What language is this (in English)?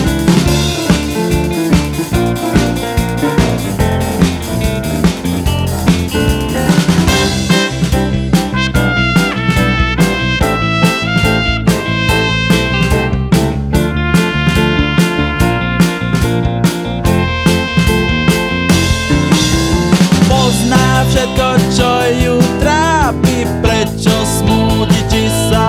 Slovak